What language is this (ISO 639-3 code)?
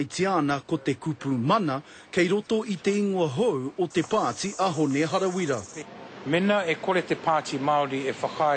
mri